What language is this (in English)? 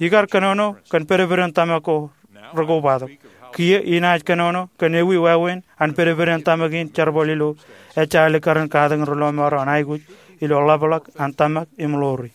Marshallese